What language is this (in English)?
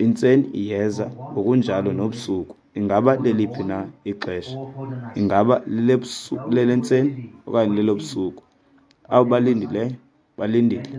Xhosa